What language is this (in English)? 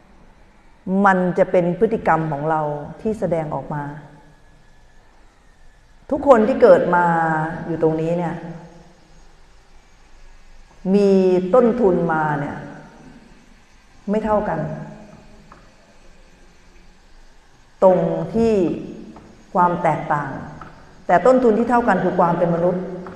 Thai